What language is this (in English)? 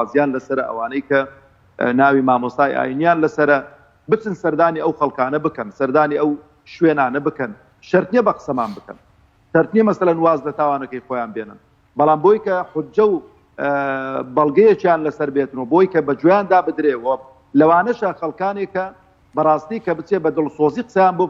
Central Kurdish